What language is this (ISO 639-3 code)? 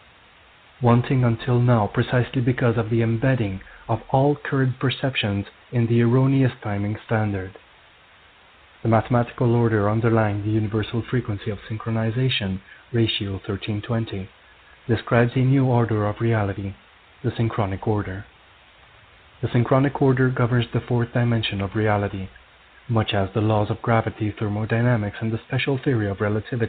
eng